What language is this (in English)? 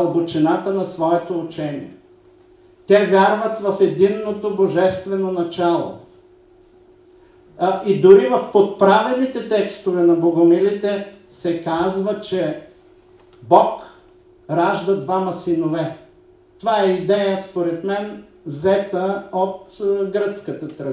Bulgarian